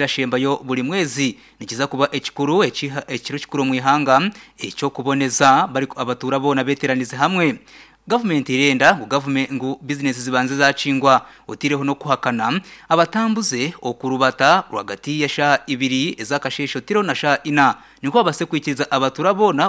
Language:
Nyankole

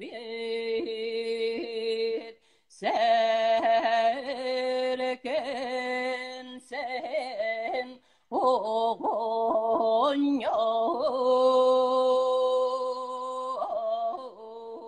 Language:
Yakut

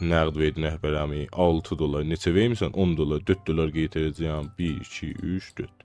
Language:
South Azerbaijani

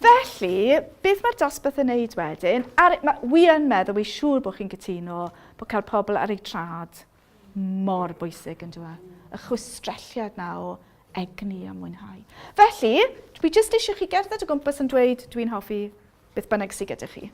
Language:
Welsh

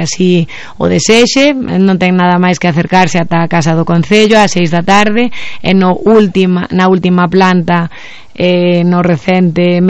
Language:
Galician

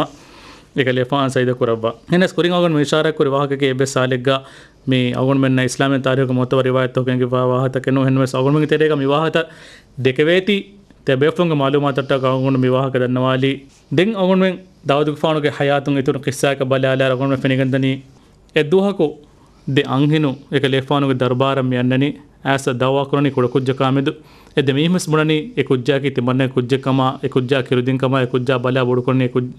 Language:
Divehi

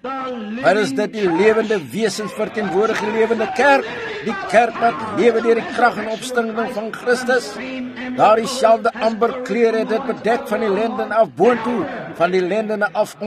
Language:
Afrikaans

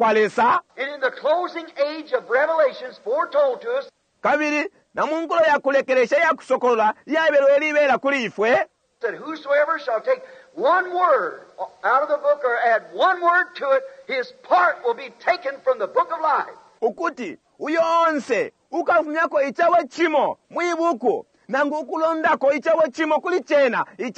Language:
Bemba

